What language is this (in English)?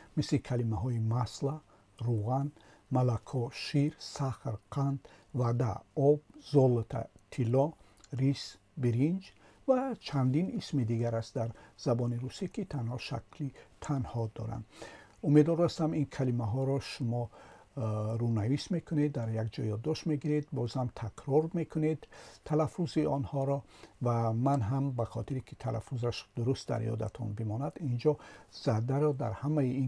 Tajik